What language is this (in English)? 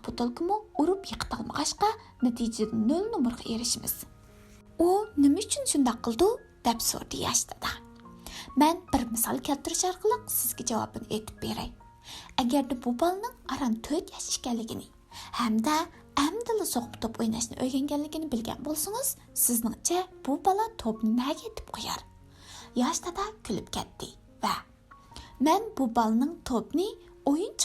Uyghur